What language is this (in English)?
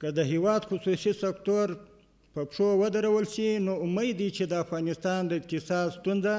Pashto